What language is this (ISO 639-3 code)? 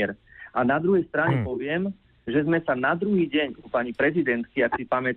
slk